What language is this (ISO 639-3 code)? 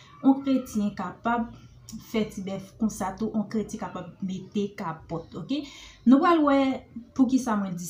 hat